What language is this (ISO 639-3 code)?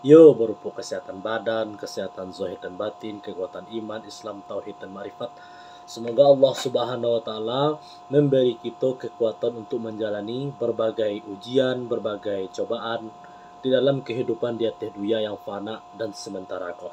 min